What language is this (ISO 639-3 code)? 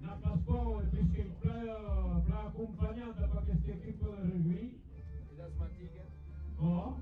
oci